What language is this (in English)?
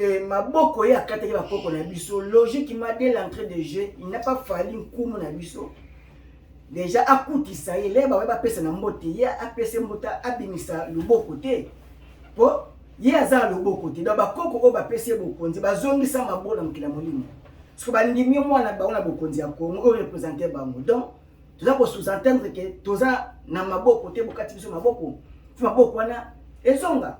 Lingala